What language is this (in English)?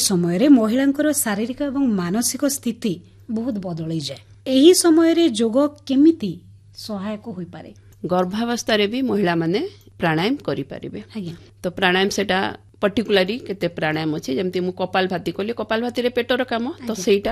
Odia